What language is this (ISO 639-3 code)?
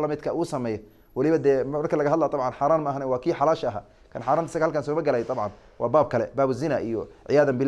som